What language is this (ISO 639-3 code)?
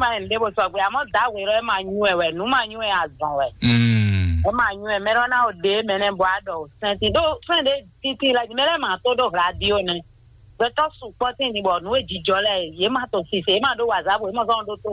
fon